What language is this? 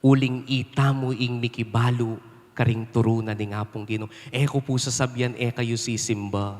Pampanga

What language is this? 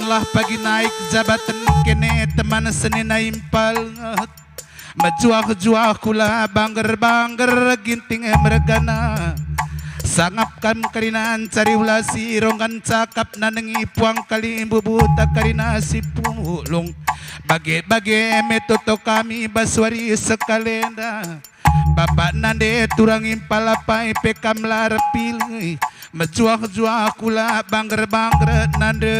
Batak Karo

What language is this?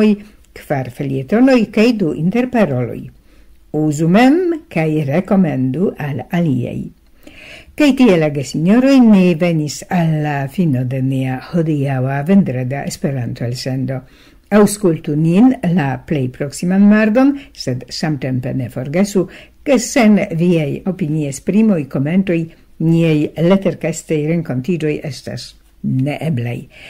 Esperanto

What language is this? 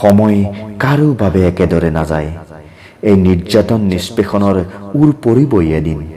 Assamese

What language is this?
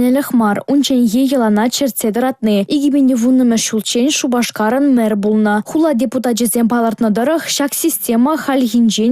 Chuvash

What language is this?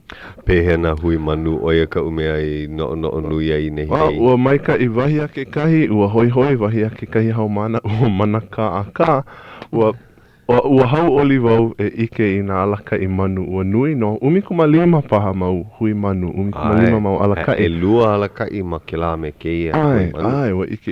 Hawaiian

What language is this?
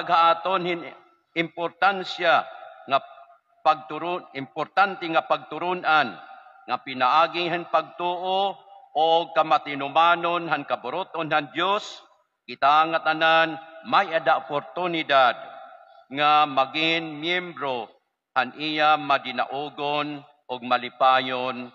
Waray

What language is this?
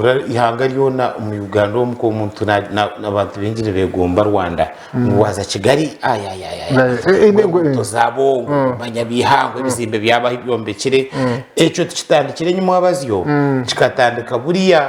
Nyankole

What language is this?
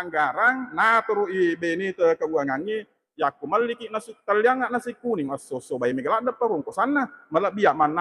Buginese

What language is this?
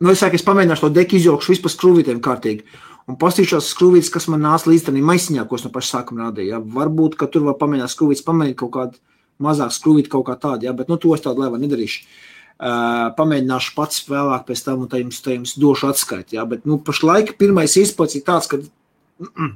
Latvian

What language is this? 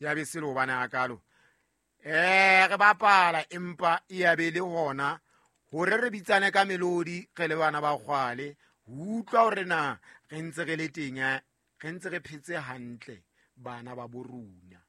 Southern Sotho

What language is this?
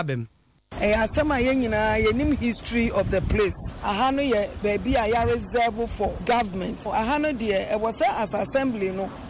Akan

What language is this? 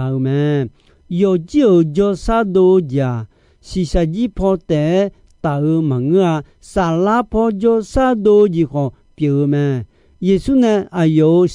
Akha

